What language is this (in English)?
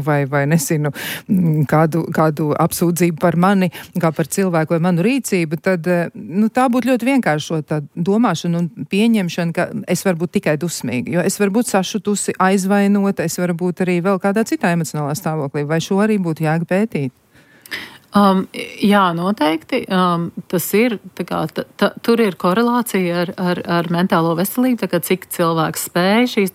Latvian